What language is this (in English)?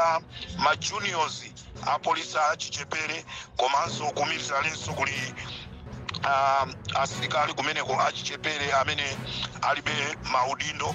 Nyanja